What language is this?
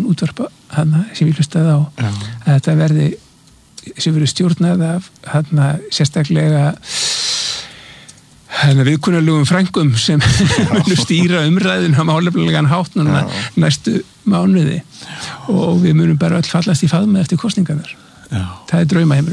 Icelandic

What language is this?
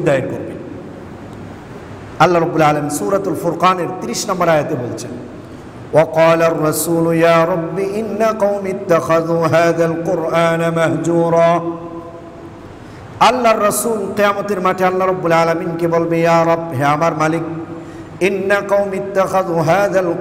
Bangla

